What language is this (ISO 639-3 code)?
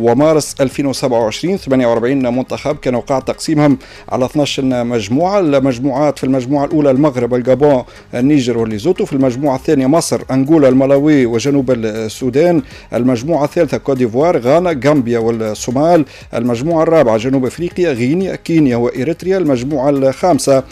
aeb